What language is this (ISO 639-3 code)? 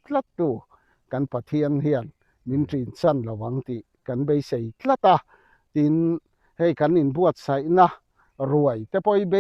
lus